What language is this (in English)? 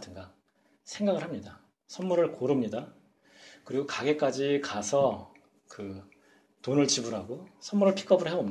Korean